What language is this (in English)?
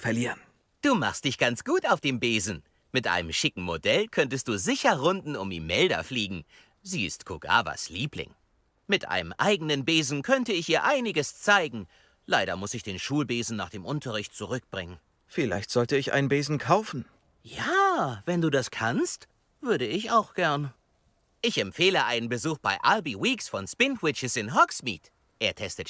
Bavarian